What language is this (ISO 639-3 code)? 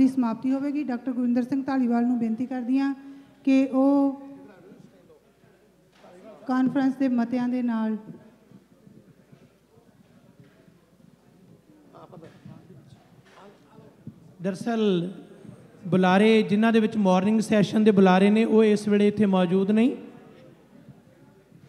pan